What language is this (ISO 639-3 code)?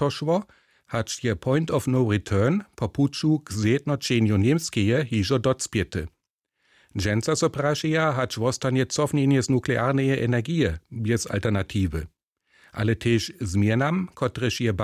hsb